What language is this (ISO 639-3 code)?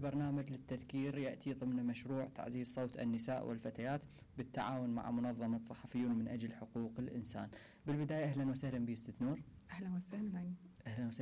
acm